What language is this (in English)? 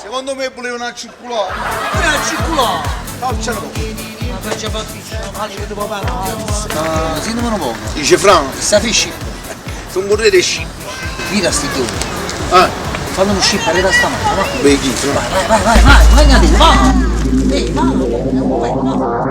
Neapolitan